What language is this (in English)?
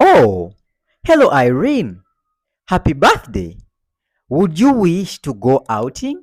Ganda